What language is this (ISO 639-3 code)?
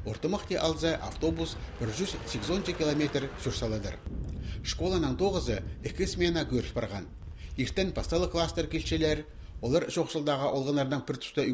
kjh